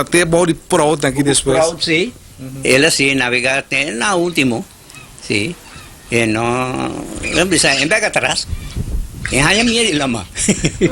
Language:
Papiamento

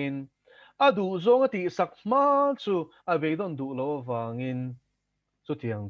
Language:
Mizo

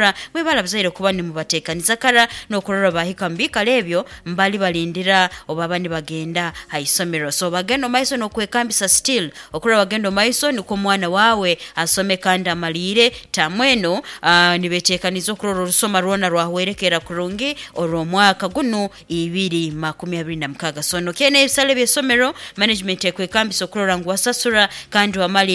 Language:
Nyoro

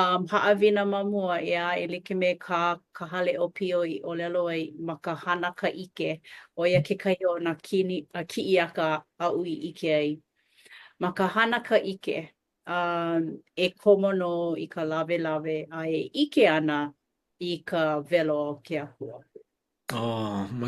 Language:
Hawaiian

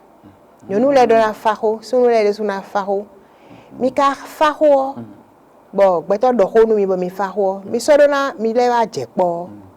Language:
Fon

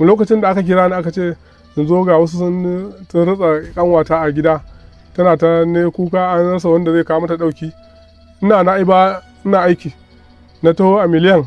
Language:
Hausa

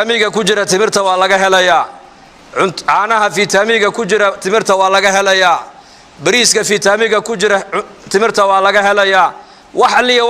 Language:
Somali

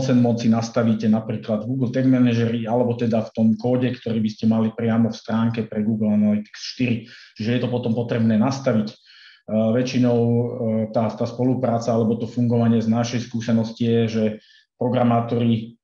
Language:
Slovak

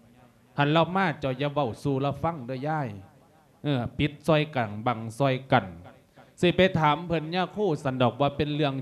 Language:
Lao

